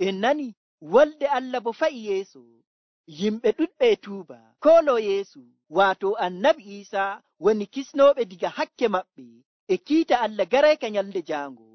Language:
Nigerian Fulfulde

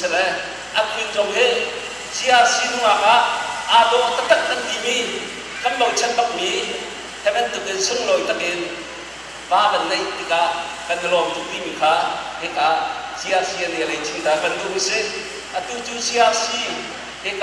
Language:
Hakha Chin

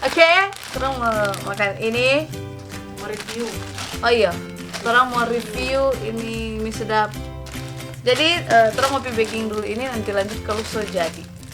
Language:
Manado Malay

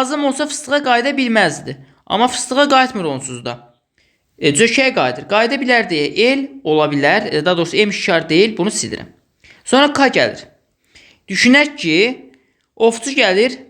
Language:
Azerbaijani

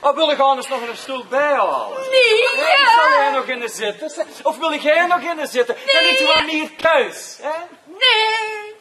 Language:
Limburgish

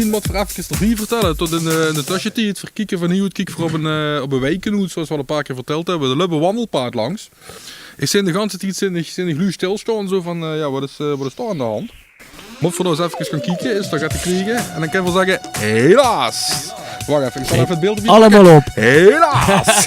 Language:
Limburgish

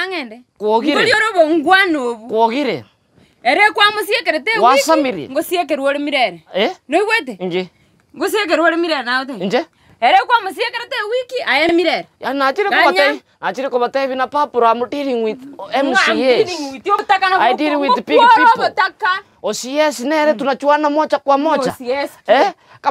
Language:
Gusii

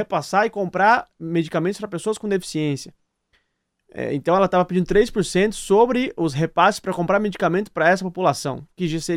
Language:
Portuguese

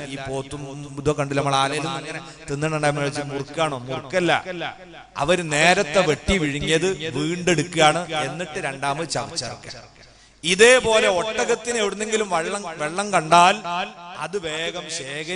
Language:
Malayalam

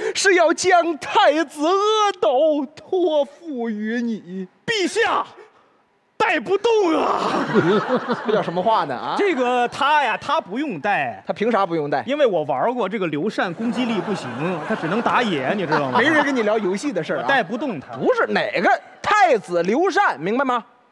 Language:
Chinese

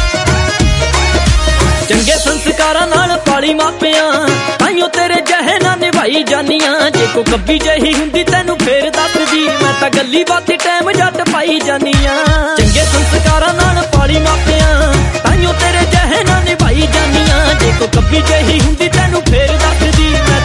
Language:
Punjabi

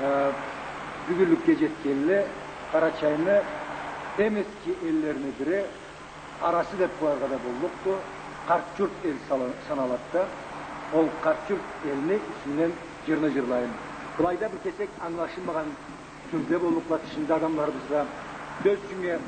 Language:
Karachay-Balkar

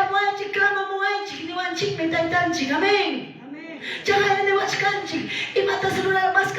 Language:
Quechua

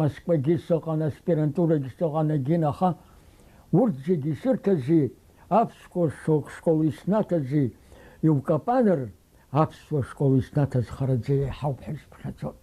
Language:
Abkhazian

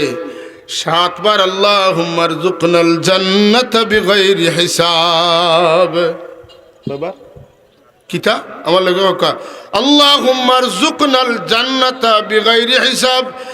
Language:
Sylheti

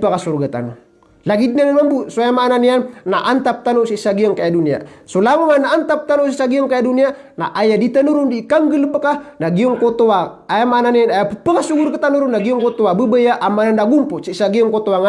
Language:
Maranao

